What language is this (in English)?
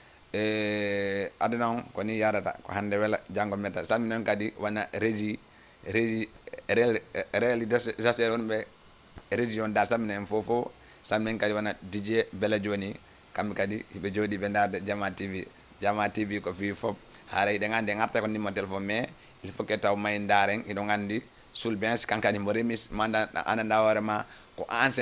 Fula